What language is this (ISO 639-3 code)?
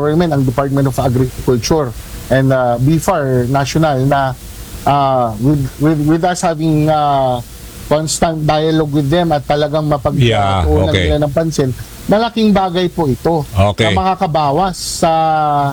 fil